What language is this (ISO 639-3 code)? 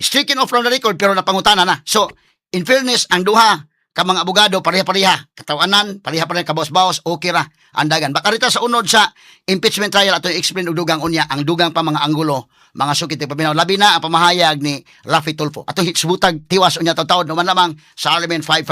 ceb